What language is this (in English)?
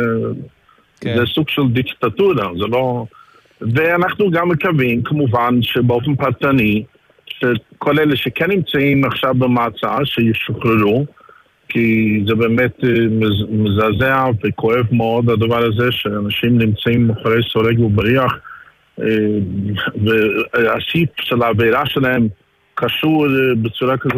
Hebrew